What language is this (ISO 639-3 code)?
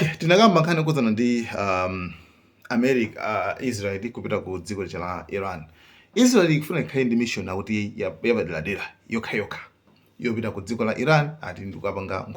nya